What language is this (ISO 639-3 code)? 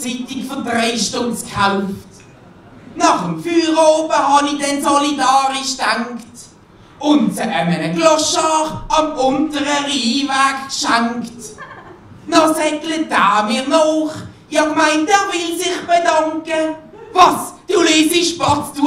gsw